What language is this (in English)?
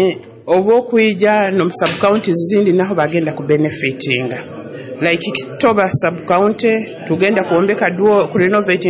Nyoro